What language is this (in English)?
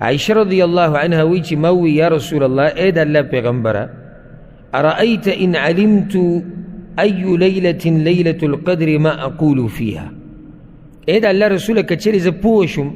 Pashto